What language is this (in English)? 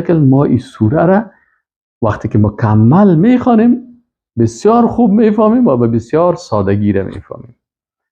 Persian